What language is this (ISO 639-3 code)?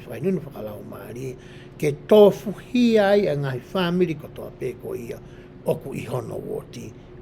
ton